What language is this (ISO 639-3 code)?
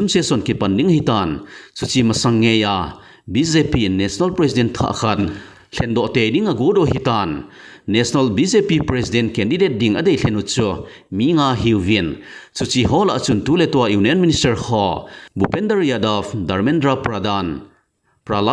tcz